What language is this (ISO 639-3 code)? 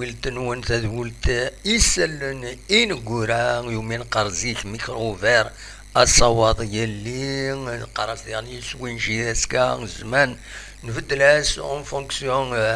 kab